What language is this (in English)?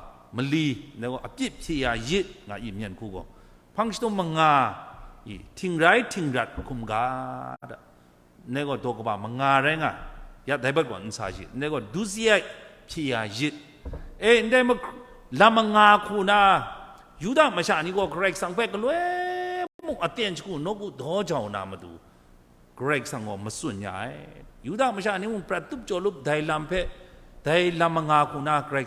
Kachin